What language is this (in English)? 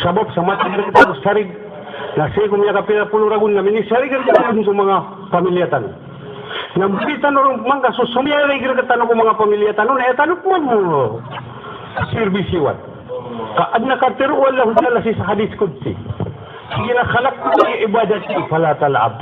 Maranao